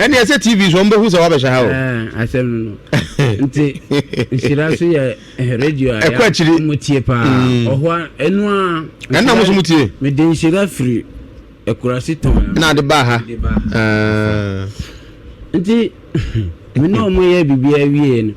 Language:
Akan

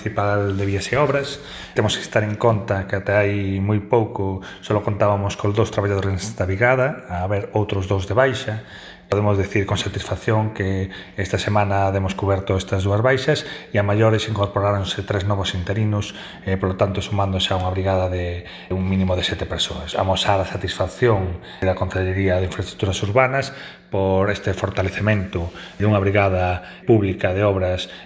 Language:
Galician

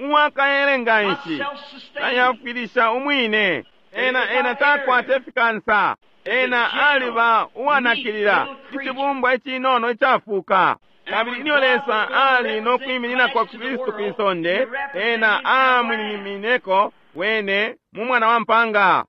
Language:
Bemba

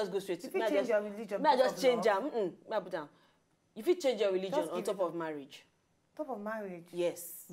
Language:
Nigerian Pidgin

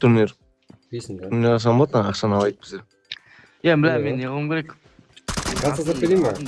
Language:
Kara-Kalpak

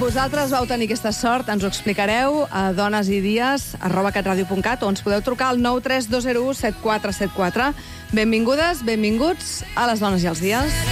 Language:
Catalan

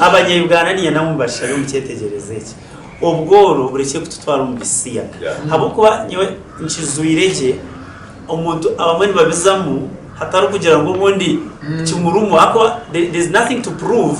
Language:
Nyankole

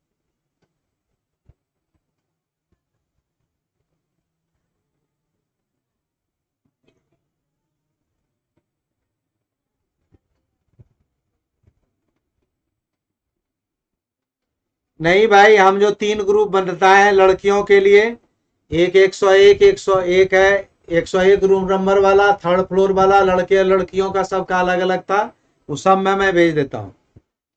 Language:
Hindi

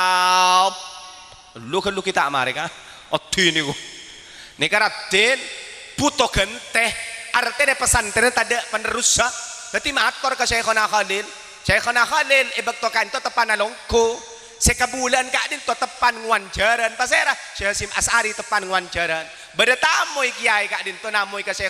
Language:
Madurese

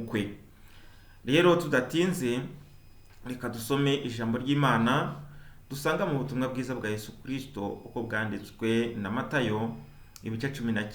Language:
Kinyarwanda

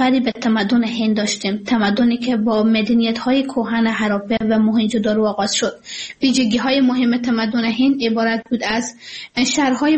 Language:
Persian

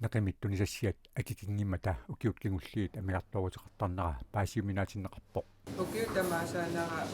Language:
Kalaallisut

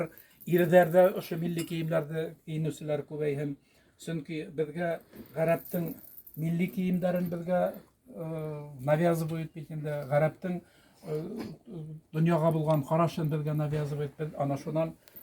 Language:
Bashkir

